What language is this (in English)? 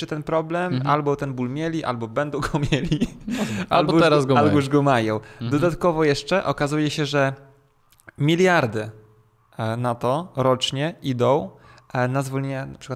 Polish